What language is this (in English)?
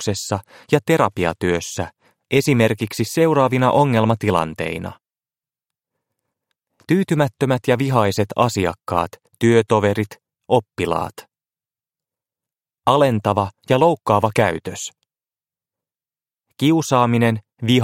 Finnish